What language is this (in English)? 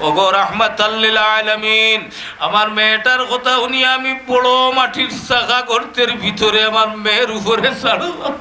Sylheti